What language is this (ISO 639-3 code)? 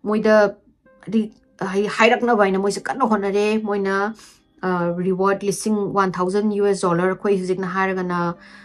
mni